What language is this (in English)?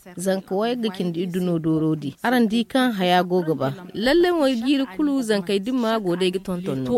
Zarma